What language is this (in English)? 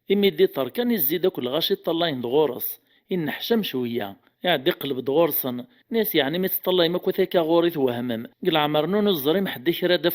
Kabyle